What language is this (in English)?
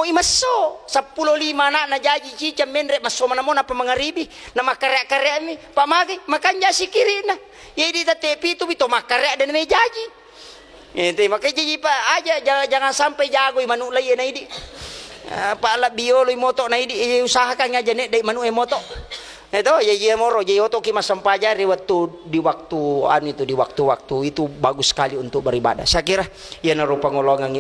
Buginese